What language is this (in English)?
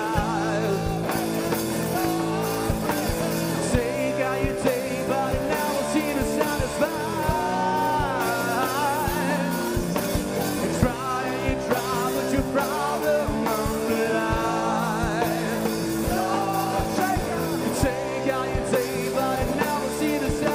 English